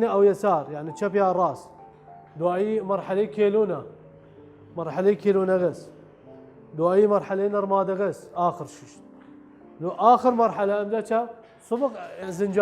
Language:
Southern Kurdish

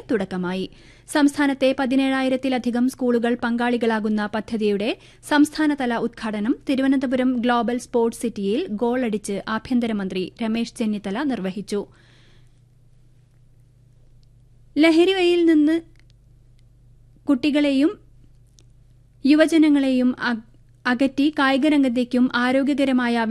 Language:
Malayalam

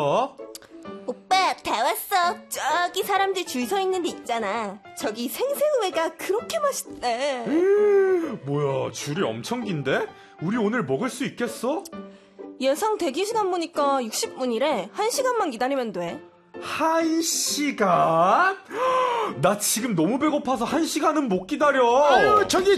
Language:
Korean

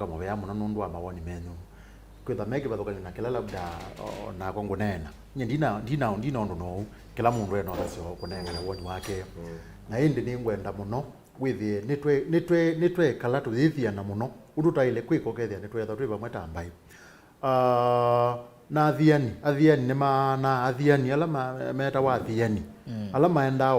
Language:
Kamba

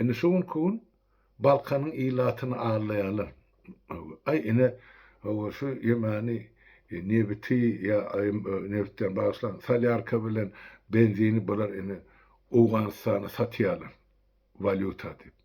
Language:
Turkmen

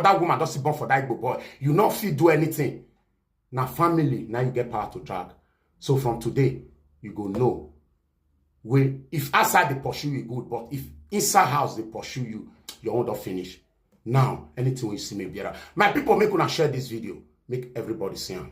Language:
Nigerian Pidgin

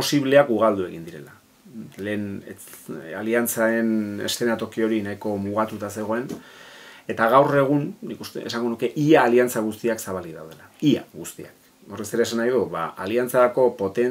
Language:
Basque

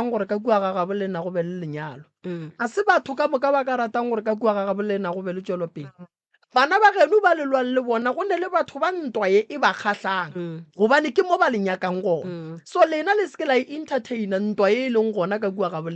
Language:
Northern Sotho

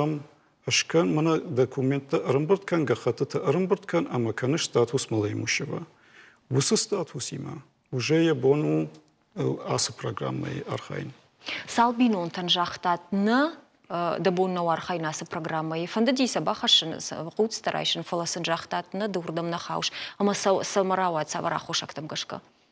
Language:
Ossetic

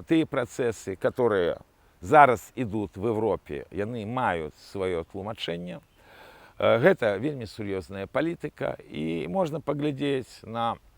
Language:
Belarusian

